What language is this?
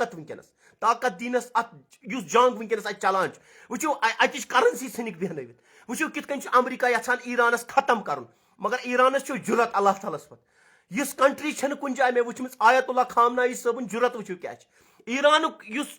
Kashmiri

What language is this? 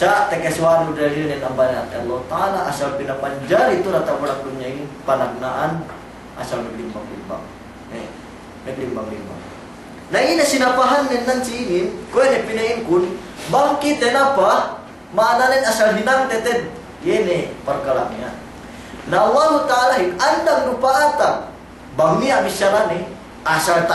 Yakan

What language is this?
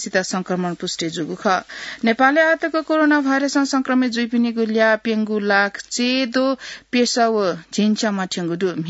Newari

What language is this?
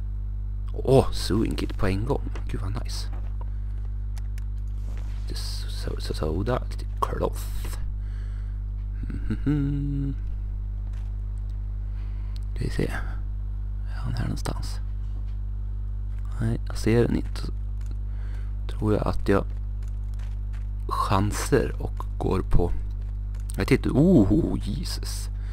Swedish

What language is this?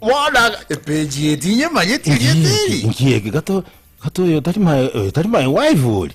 Gusii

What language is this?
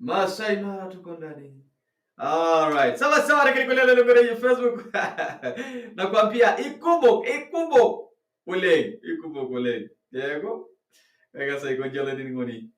Masai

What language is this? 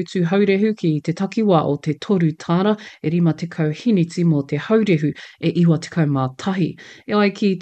Māori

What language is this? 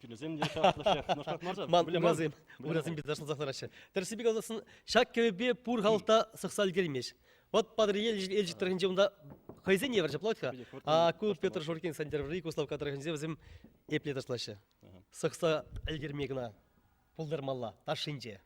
Chuvash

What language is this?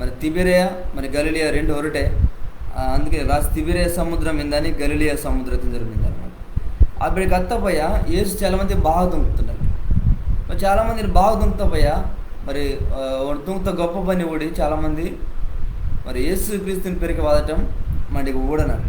Koya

